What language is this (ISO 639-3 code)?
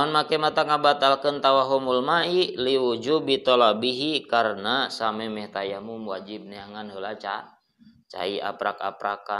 sun